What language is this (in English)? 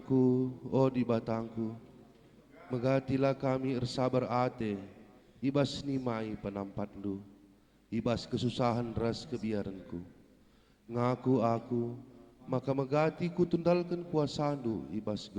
Batak Karo